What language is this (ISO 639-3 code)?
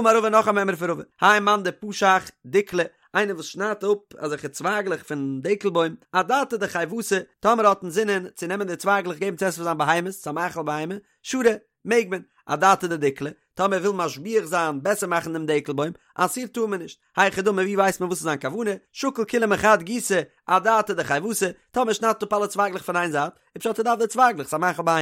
yid